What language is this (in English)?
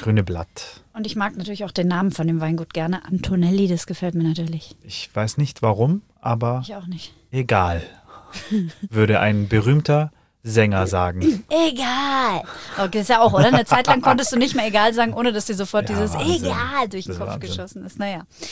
German